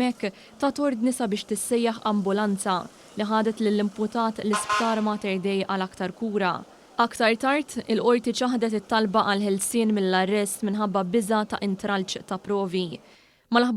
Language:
Maltese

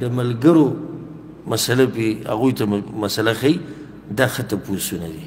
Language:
Pashto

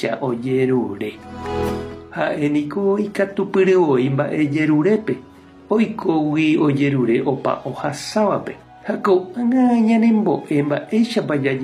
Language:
Guarani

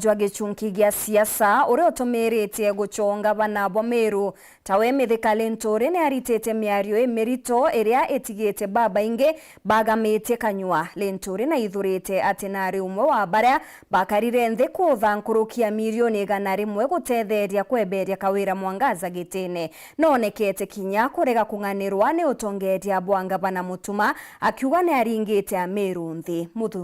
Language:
Meru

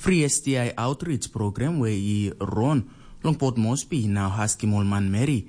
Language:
Tok Pisin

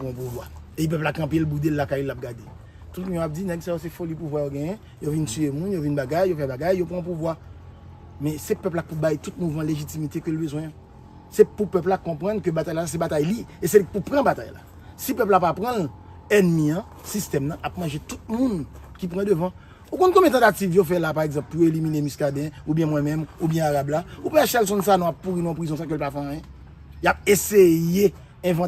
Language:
Haitian Creole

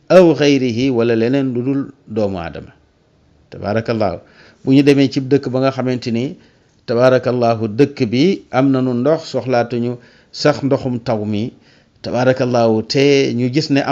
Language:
Wolof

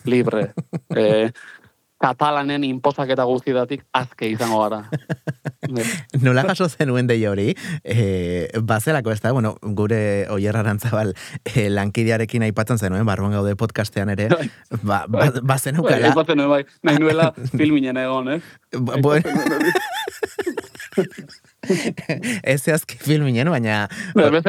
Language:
Basque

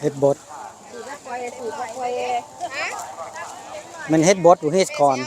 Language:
Northeastern Thai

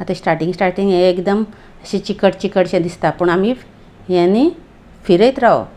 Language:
Konkani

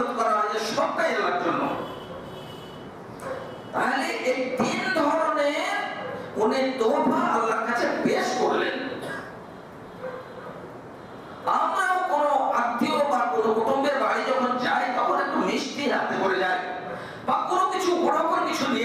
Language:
Bangla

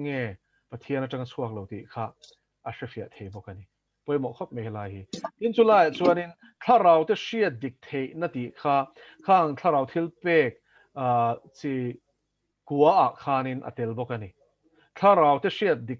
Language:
Mizo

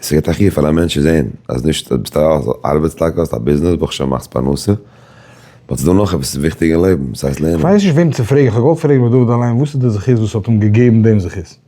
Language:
Yiddish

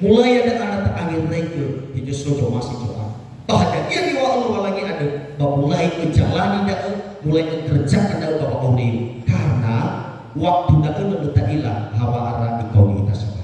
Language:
Nias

